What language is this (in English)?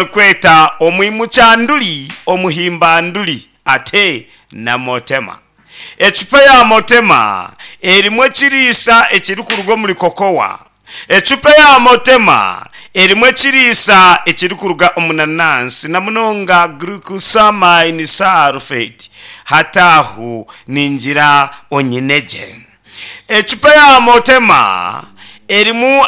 Nyankole